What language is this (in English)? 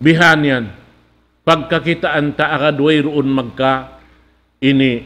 Tausug